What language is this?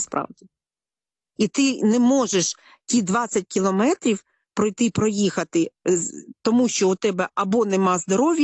Ukrainian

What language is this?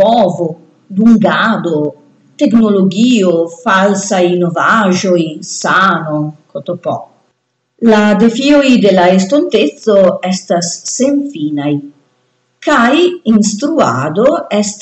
Esperanto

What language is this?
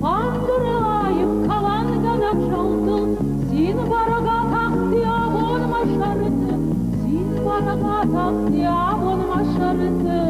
Ossetic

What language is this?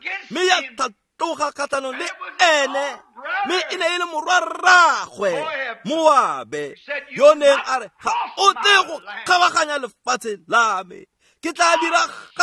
Tswana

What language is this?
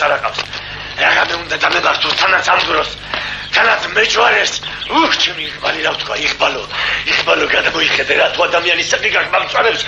Georgian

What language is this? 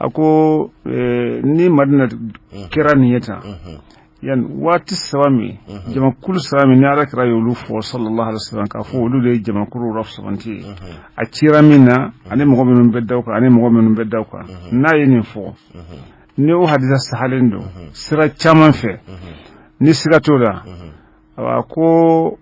Bambara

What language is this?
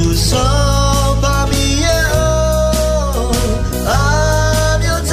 Akha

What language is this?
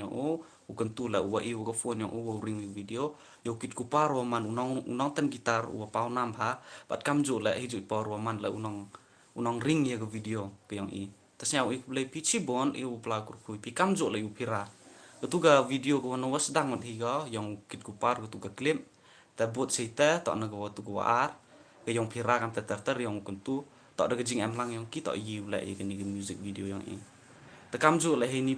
Khasi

